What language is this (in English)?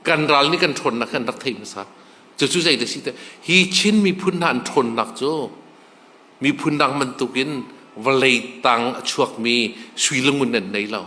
Hakha Chin